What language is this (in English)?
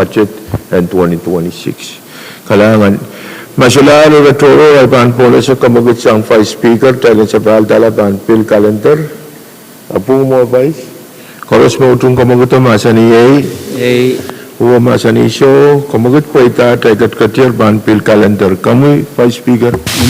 Pohnpeian